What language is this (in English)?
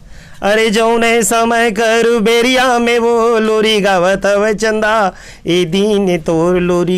Chhattisgarhi